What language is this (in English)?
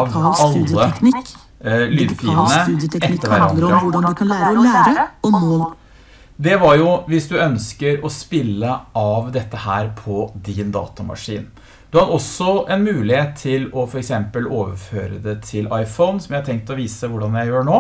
Norwegian